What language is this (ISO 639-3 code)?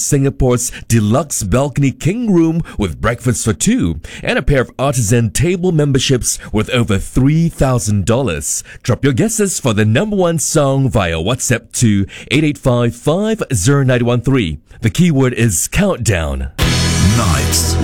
eng